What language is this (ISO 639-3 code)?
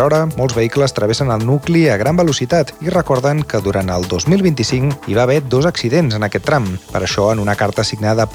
cat